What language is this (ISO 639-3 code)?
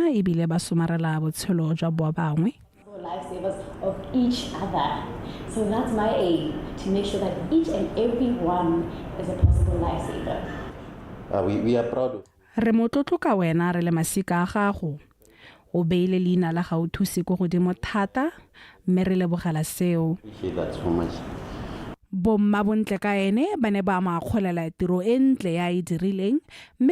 tsn